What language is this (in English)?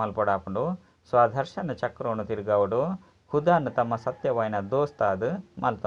Tulu